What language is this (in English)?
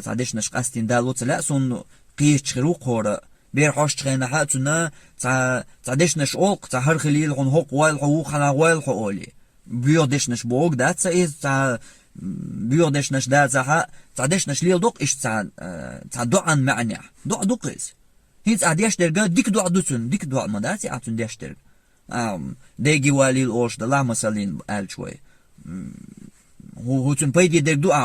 Chechen